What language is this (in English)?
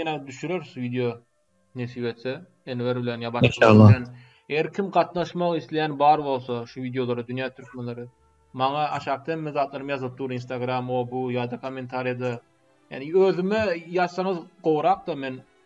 Turkmen